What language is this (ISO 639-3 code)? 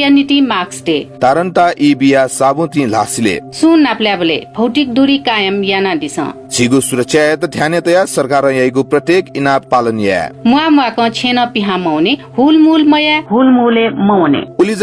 new